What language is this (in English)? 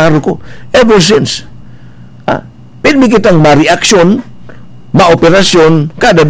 Bikol